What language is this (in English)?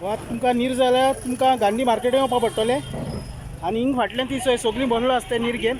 Konkani